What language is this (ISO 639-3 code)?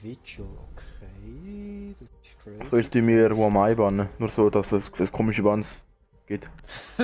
gsw